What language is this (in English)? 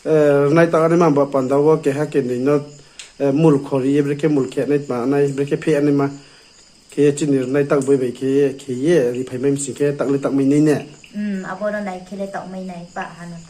Riang (India)